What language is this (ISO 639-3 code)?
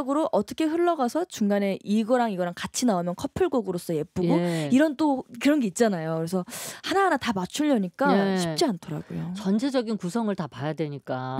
kor